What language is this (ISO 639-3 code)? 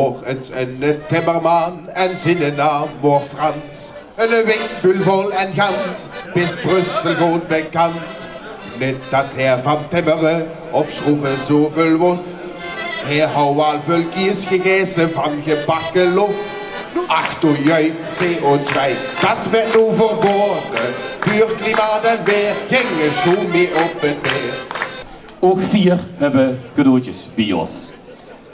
lim